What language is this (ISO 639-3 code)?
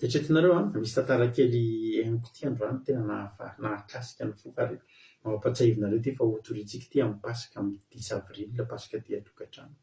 mlg